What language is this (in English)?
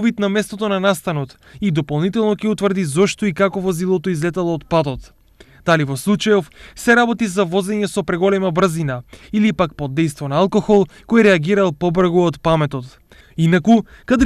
Macedonian